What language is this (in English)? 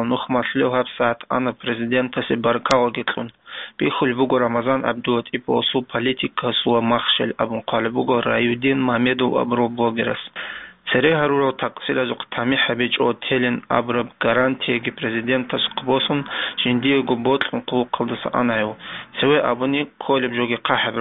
Avaric